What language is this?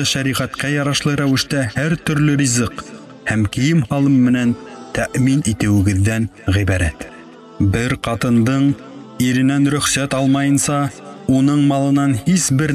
Bashkir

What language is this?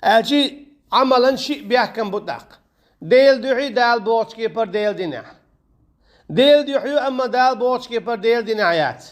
Chechen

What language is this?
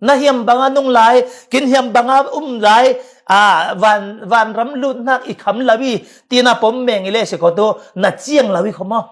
Falam Chin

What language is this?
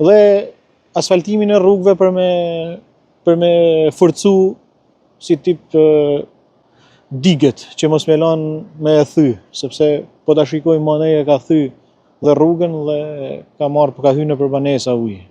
Albanian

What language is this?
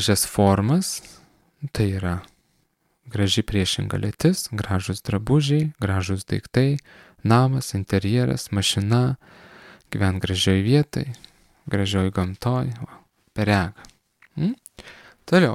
Lithuanian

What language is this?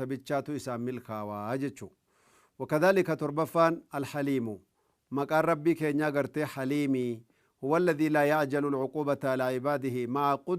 Oromo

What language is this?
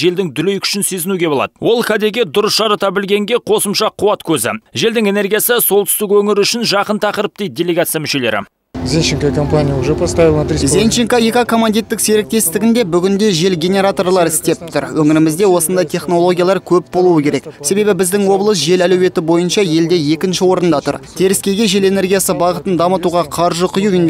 Kazakh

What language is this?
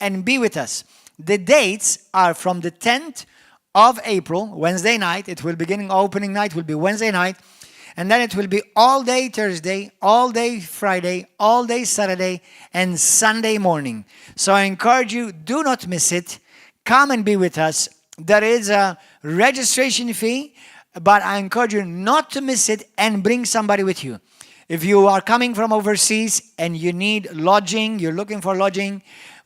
English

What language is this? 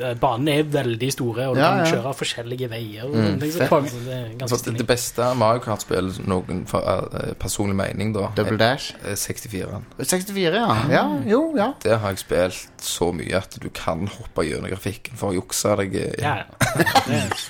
Norwegian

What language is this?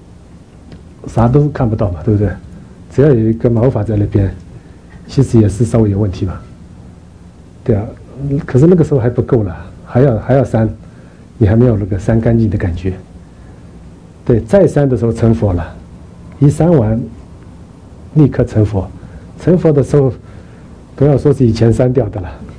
Chinese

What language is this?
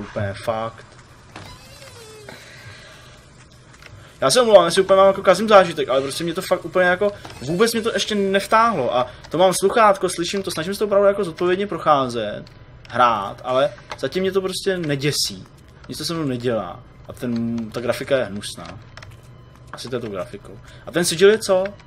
Czech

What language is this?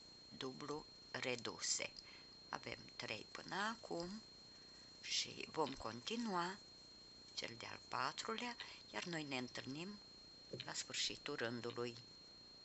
Romanian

